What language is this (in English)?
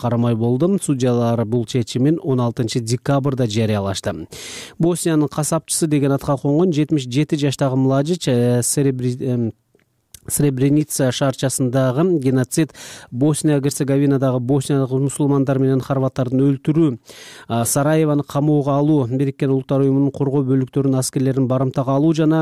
Kyrgyz